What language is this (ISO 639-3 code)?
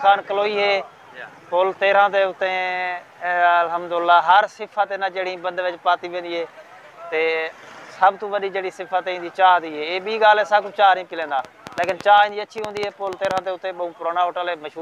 skr